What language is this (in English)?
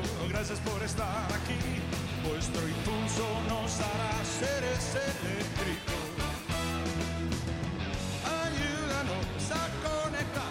Spanish